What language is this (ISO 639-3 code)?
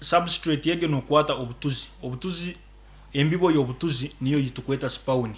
nyn